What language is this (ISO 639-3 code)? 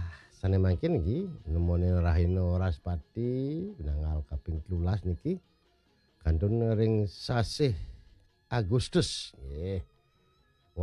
ban